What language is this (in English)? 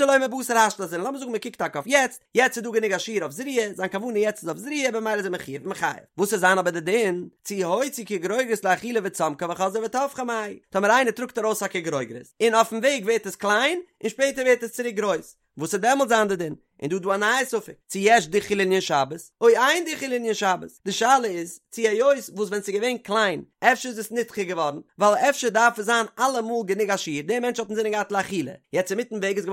Yiddish